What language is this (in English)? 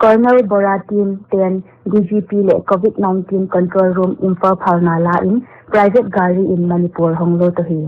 Paite Chin